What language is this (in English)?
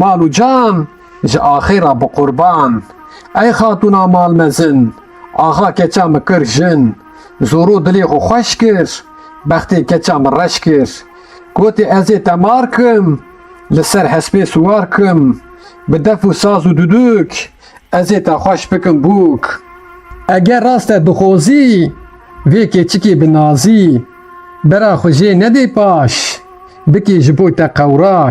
Kurdish